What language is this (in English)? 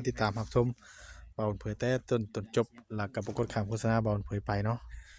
Northeastern Thai